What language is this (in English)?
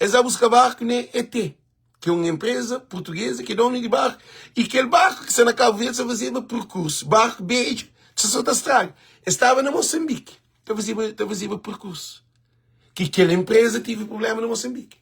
Kabuverdianu